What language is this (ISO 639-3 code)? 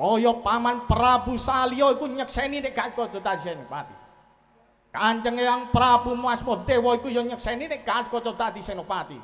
jav